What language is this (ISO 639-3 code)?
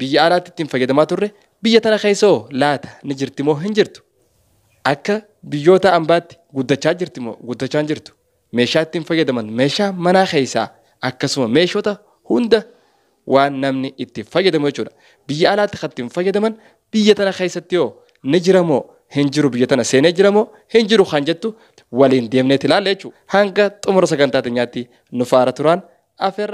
orm